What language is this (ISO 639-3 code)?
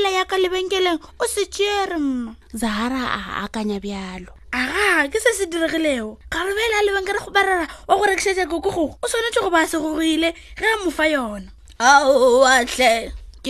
nso